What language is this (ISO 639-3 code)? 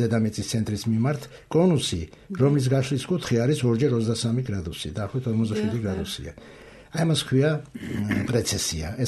kat